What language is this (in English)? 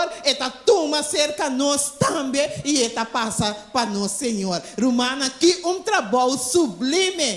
Papiamento